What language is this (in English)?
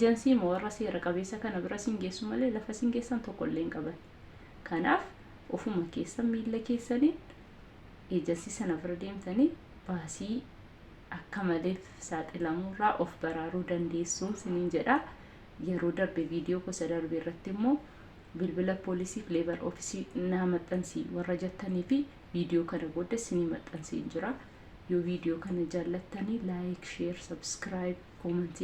Oromo